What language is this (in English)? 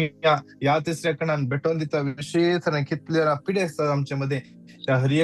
Konkani